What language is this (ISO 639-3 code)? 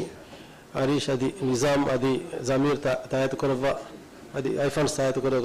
div